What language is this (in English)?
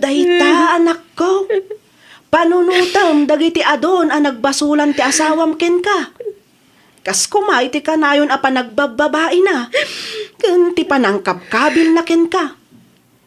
Iloko